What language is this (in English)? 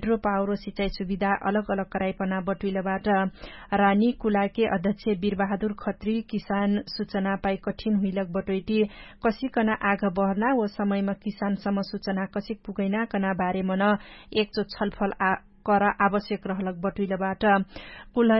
Dangaura Tharu